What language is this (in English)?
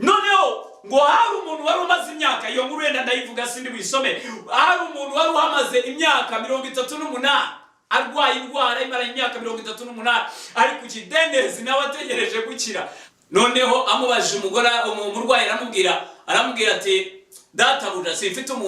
Kinyarwanda